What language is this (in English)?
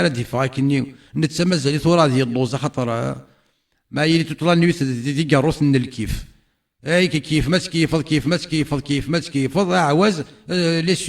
Kabyle